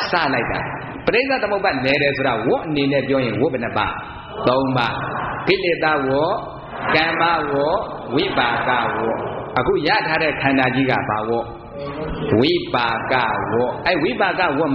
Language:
Burmese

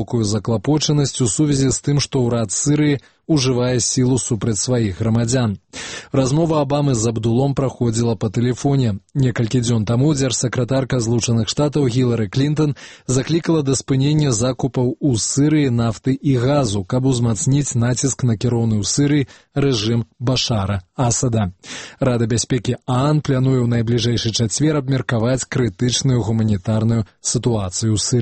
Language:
Belarusian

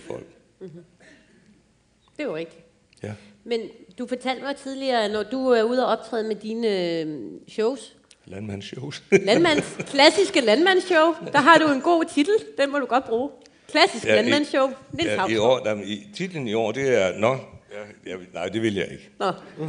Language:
Danish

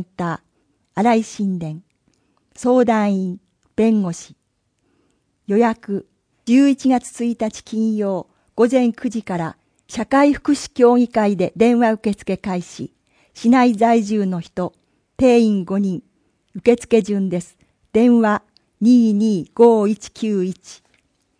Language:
Japanese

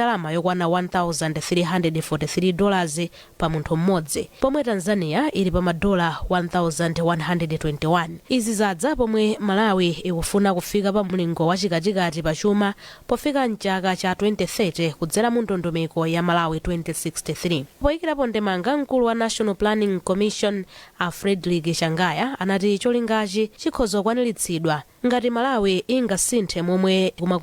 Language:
Nyanja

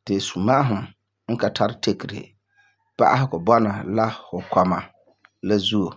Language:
Frafra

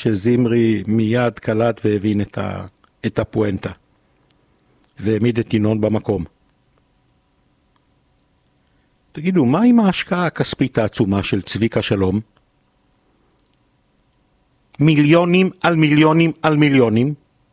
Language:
Hebrew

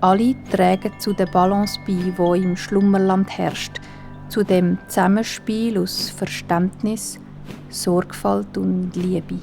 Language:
Swiss German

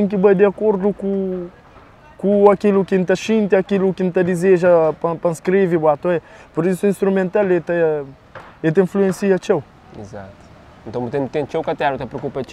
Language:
Kabuverdianu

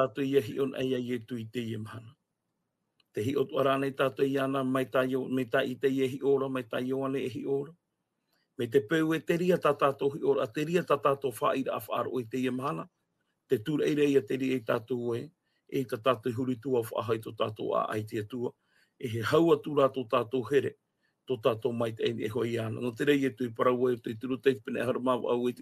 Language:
Tahitian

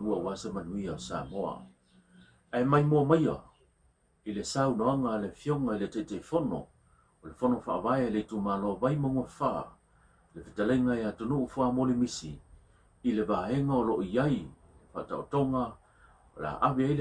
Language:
Samoan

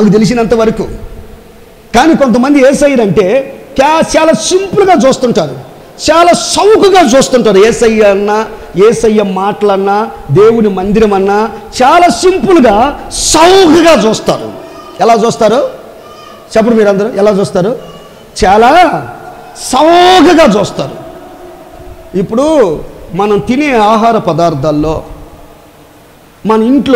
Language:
Telugu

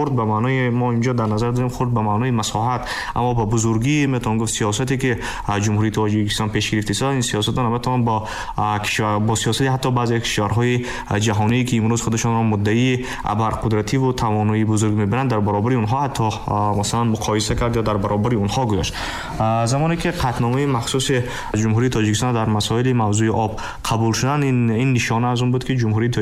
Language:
Tajik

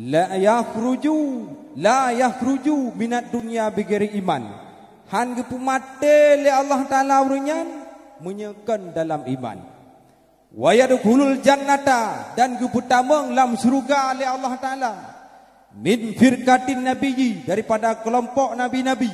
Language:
Achinese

